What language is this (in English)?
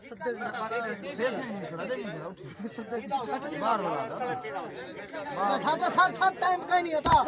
Saraiki